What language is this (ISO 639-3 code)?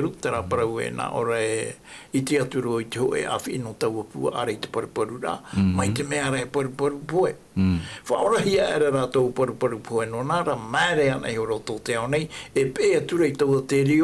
tah